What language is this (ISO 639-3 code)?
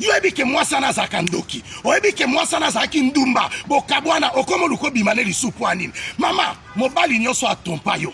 lin